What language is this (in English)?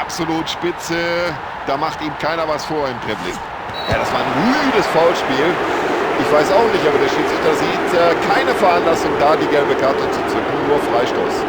Bavarian